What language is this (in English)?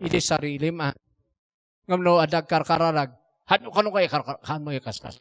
Iloko